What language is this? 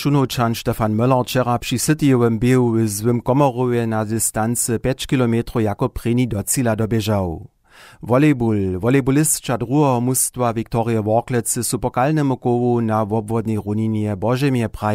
Upper Sorbian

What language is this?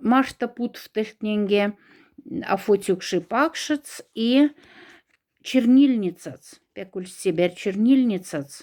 Moksha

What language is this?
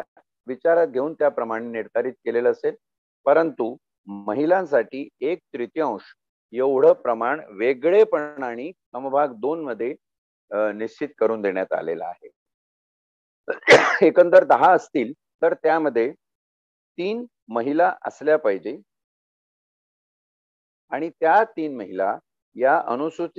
Marathi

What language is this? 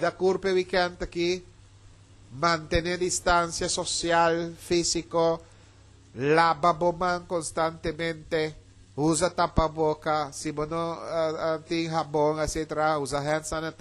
Papiamento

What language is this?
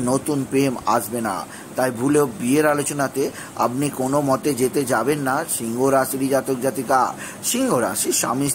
Bangla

